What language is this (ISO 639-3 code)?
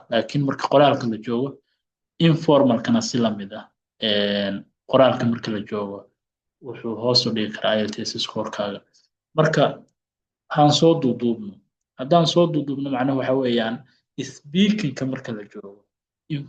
som